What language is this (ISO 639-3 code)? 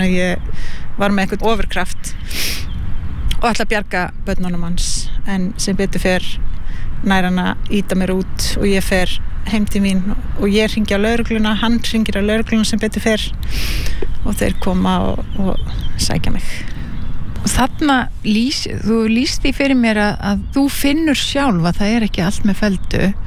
isl